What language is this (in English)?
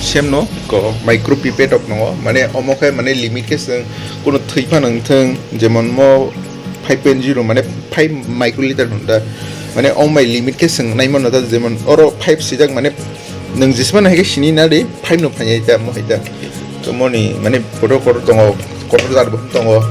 Kok Borok